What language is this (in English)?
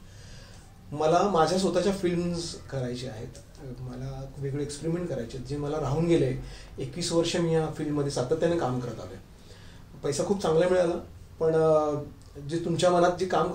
Marathi